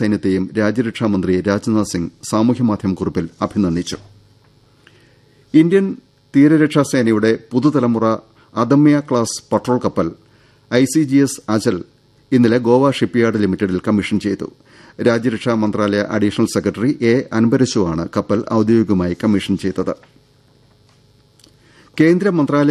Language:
Malayalam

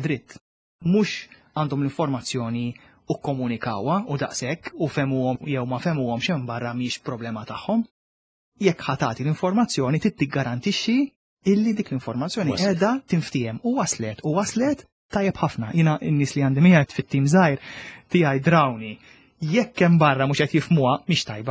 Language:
Maltese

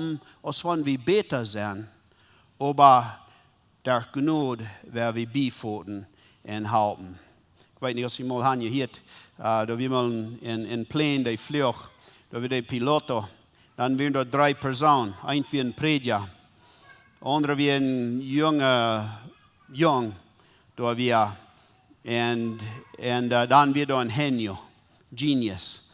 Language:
Plautdietsch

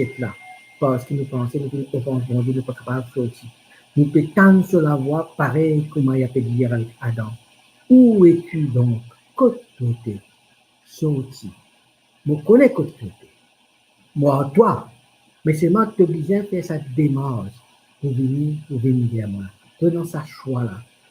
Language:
Morisyen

